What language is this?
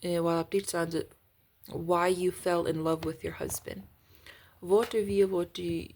Plautdietsch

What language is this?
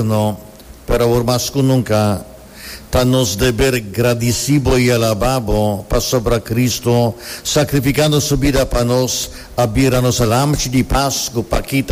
Papiamento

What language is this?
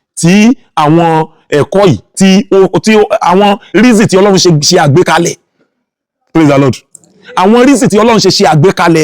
Yoruba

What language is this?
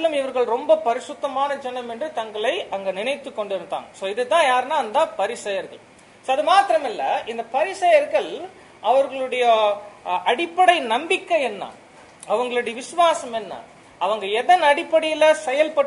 Tamil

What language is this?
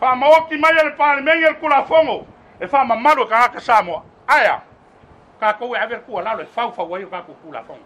Samoan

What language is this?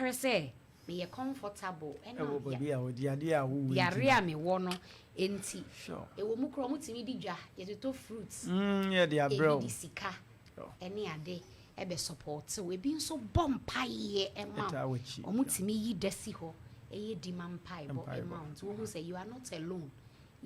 Akan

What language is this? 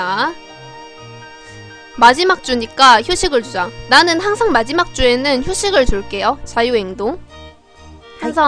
Korean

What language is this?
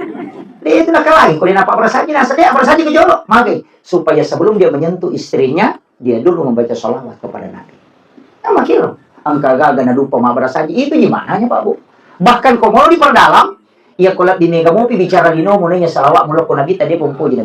Buginese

